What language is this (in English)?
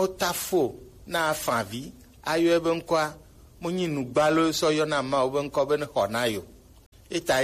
Gen